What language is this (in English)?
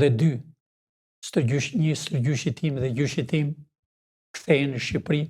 Albanian